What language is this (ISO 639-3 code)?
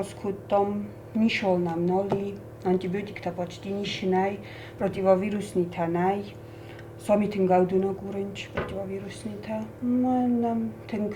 oss